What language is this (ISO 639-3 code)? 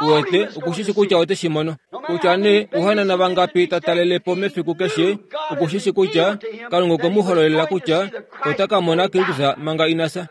kua